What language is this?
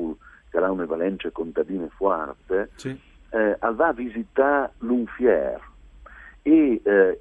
Friulian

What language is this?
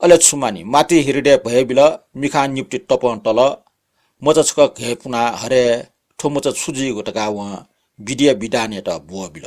Newari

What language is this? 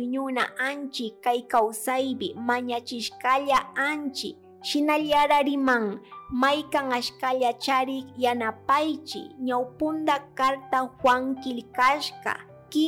Chimborazo Highland Quichua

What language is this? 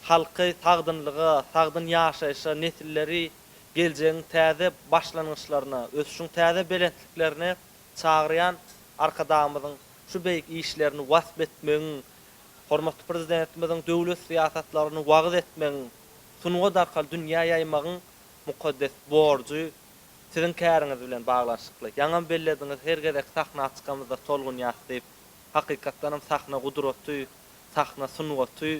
Turkmen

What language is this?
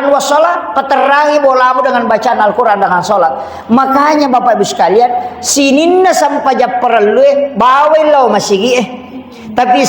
Buginese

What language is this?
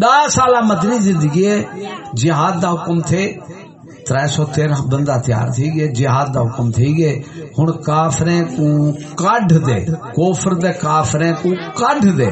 Saraiki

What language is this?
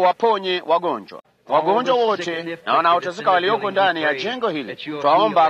Swahili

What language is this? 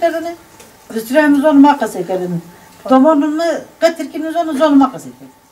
Zaza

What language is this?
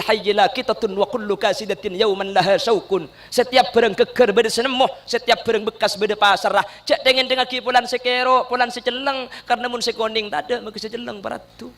Madurese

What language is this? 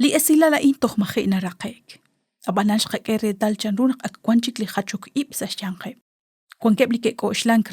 Kekchí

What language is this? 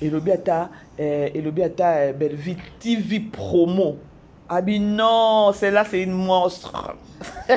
Lingala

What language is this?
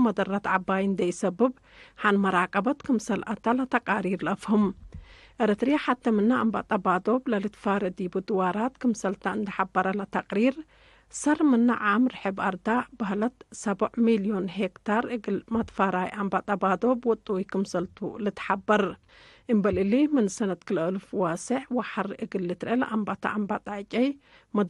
Tigre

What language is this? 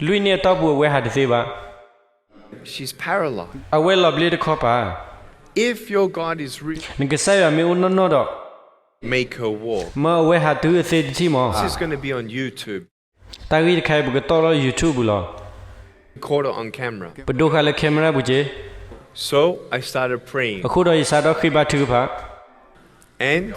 S'gaw Karen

